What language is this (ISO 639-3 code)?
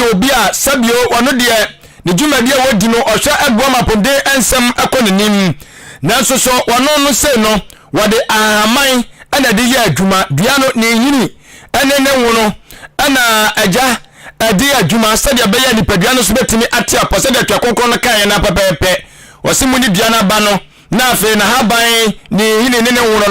aka